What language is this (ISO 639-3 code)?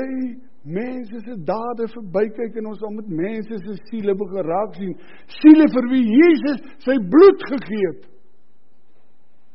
afr